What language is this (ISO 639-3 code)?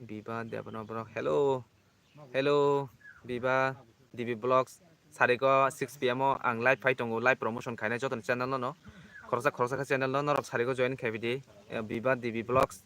trp